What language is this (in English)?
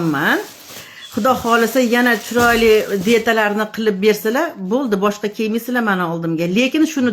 Uzbek